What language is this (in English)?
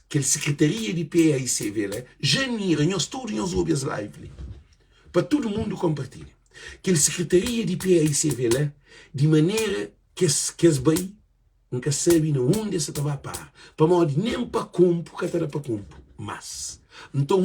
Kabuverdianu